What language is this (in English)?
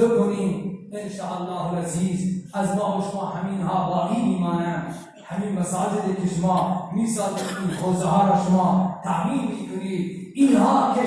Persian